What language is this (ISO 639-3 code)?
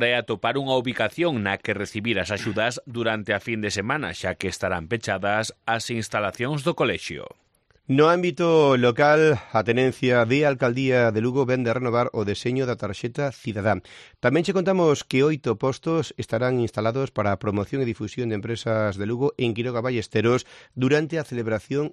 glg